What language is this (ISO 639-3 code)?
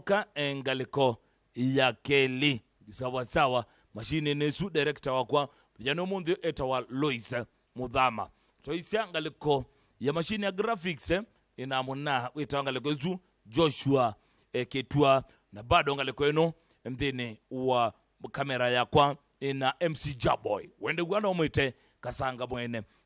kam